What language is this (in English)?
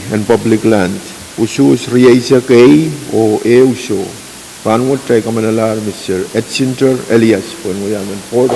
Pohnpeian